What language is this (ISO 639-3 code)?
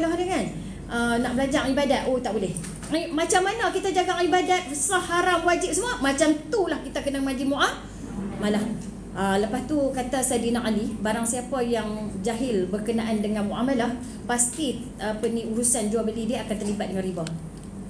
msa